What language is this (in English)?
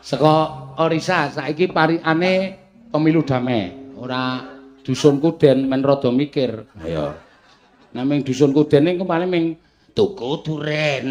Javanese